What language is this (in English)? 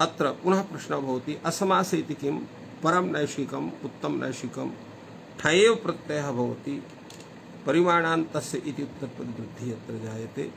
Sanskrit